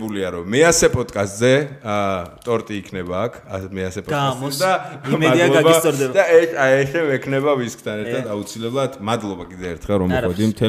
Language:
Georgian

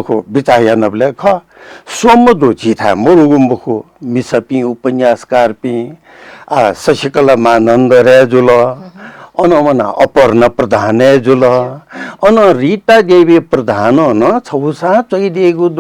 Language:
Newari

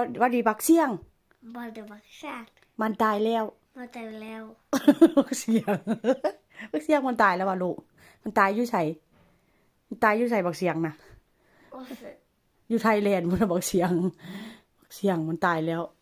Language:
Northeastern Thai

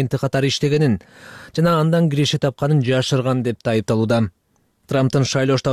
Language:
Kyrgyz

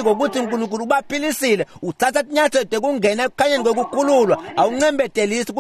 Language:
Swati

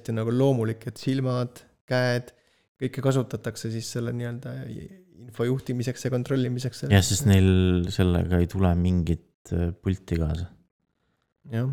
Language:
Estonian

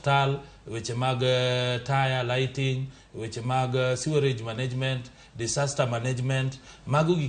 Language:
Luo (Kenya and Tanzania)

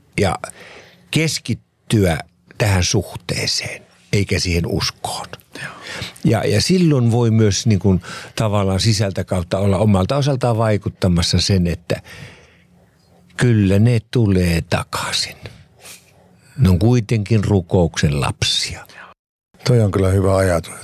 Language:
Finnish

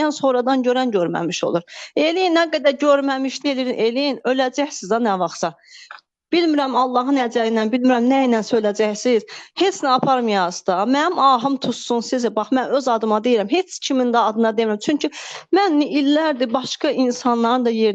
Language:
Azerbaijani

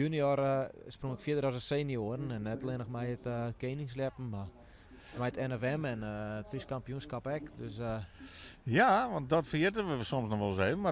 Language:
Western Frisian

